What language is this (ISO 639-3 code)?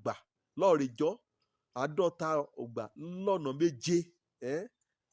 yor